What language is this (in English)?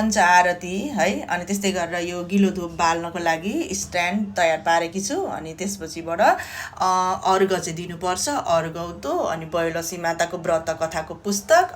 Nepali